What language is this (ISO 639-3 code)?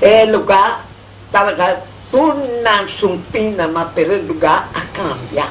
pap